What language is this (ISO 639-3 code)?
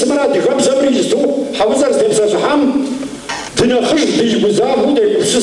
kbd